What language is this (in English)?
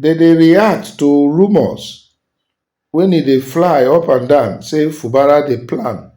Nigerian Pidgin